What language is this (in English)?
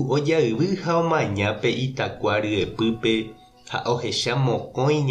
Guarani